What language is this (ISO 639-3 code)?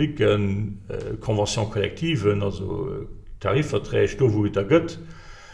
ltz